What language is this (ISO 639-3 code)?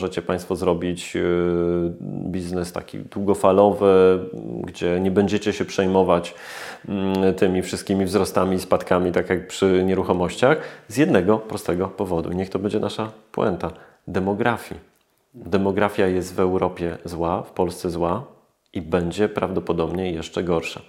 pol